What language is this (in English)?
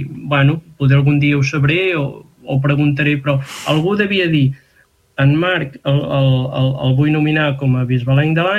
Catalan